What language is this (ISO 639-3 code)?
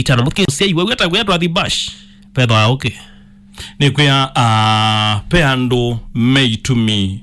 kam